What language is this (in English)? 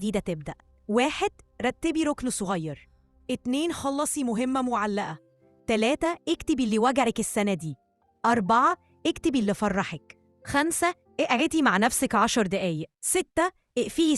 Egyptian Arabic